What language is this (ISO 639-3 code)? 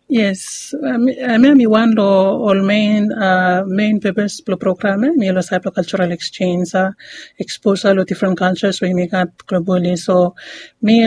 bis